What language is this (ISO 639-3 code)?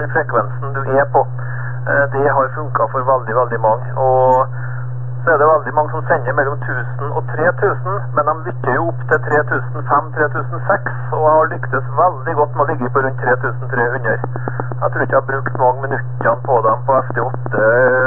nor